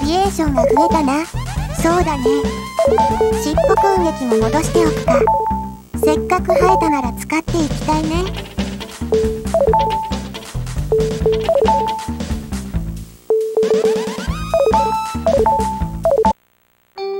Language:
Japanese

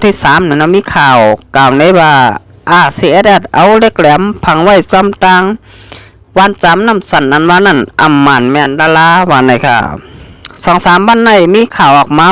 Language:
Shan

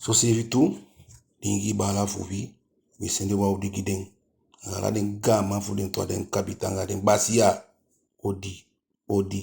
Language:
Eastern Maroon Creole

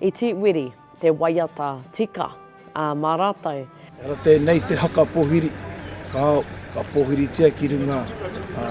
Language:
Māori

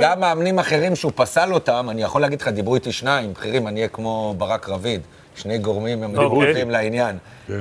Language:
Hebrew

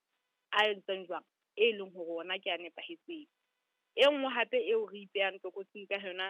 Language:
Southern Sotho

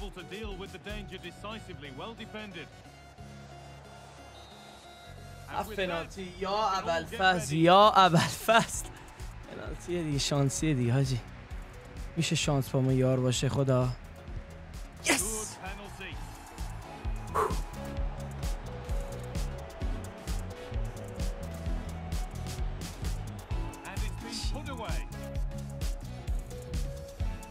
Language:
Persian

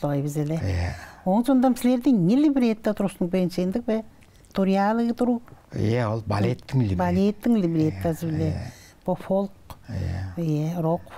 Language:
Tuvinian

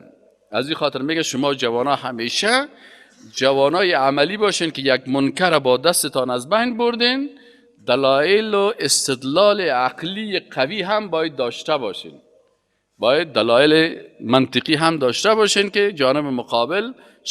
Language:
Persian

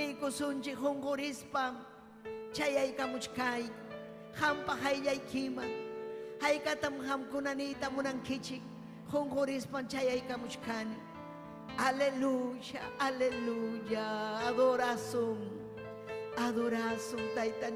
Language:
Ayacucho Quechua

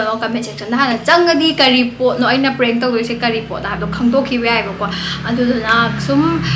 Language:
Manipuri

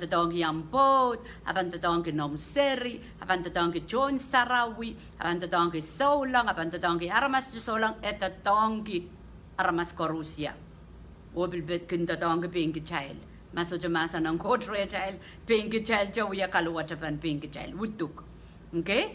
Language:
Pohnpeian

